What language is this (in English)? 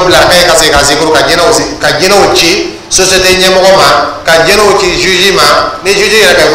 Dyula